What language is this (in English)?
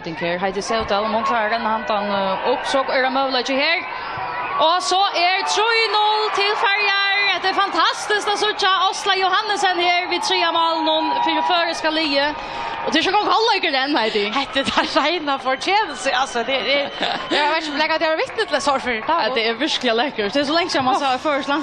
Faroese